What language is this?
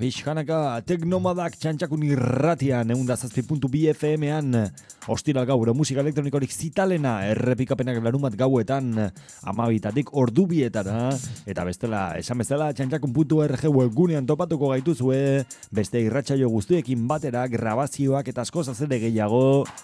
Basque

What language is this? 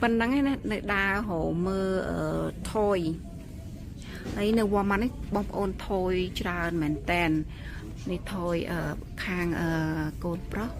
Khmer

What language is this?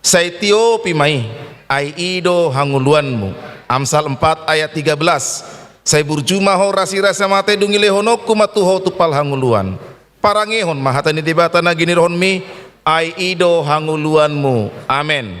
Batak Toba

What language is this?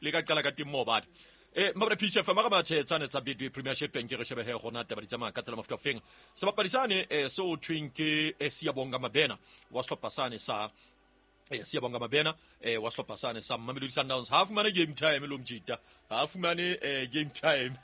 Southern Sotho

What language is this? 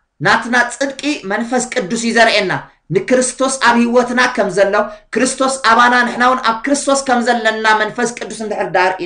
Tigrinya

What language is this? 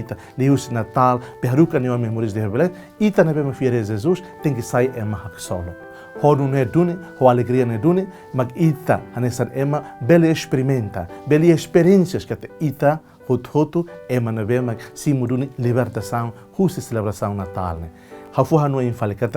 Tetum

